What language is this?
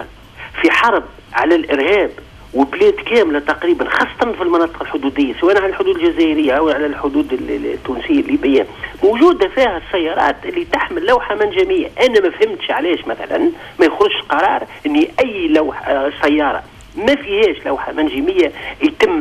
Tunisian Arabic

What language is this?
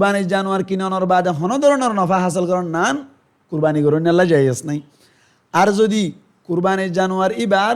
Rohingya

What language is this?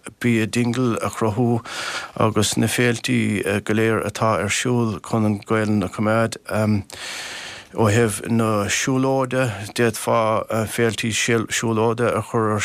Irish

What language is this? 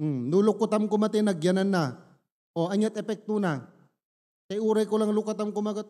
Iloko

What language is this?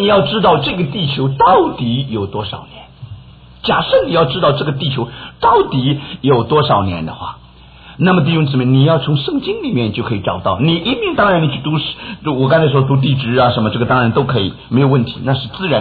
Chinese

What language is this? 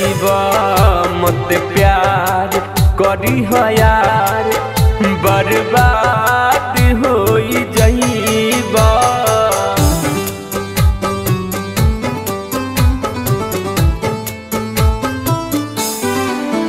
Bhojpuri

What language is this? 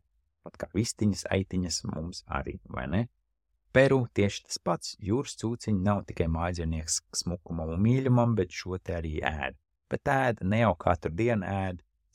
Latvian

